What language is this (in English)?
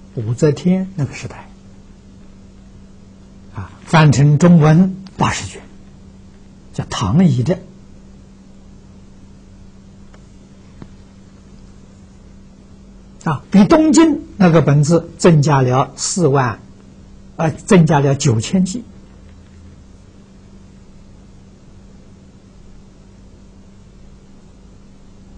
Chinese